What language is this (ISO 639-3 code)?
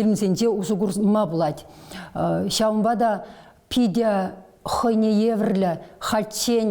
chv